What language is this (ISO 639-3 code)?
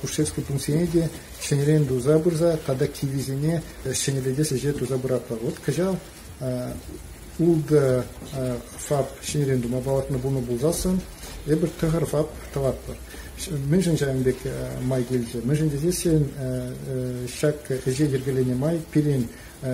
chv